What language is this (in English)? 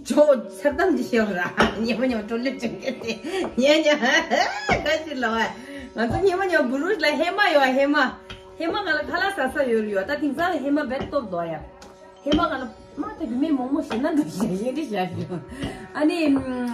Tibetan